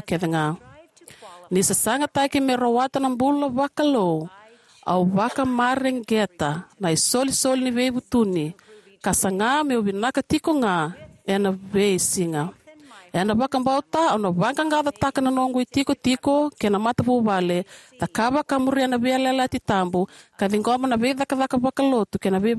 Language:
Fijian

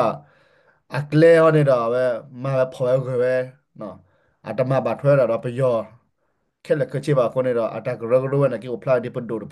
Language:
S'gaw Karen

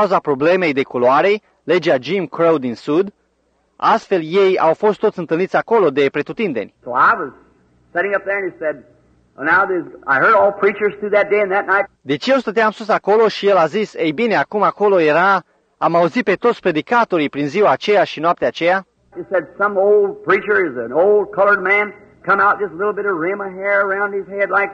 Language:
Romanian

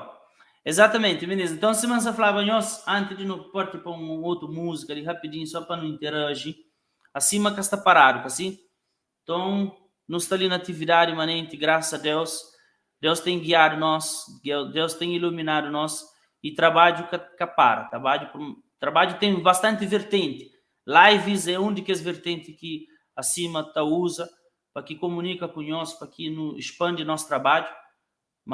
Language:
Kabuverdianu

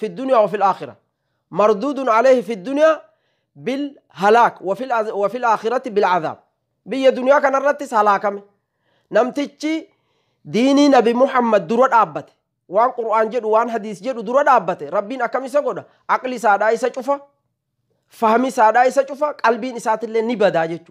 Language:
Oromo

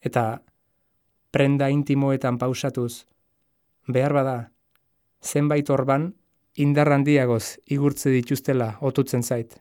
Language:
Basque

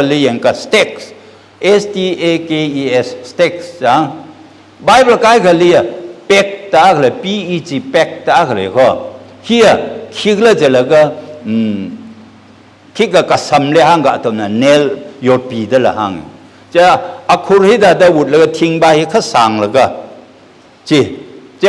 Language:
Tangkhul Naga (India)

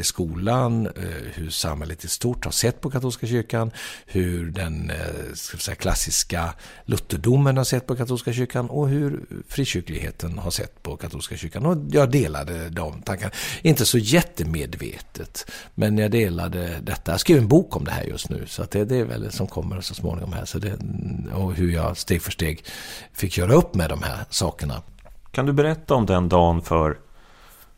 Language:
Swedish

